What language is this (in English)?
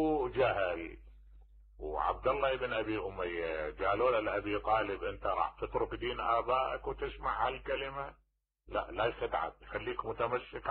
Mesopotamian Arabic